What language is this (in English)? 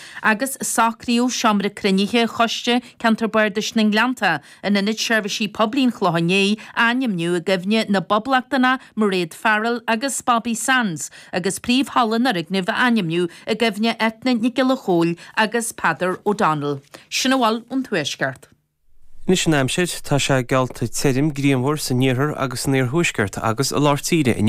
Irish